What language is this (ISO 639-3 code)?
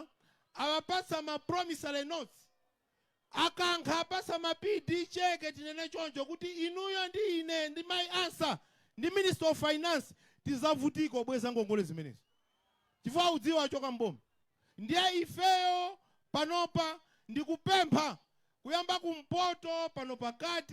nya